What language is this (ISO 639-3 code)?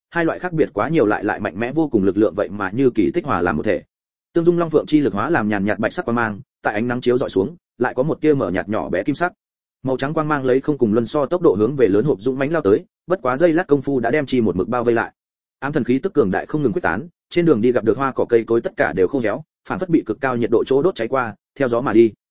vie